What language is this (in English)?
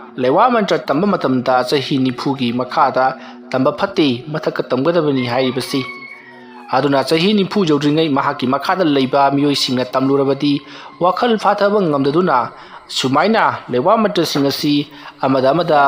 Manipuri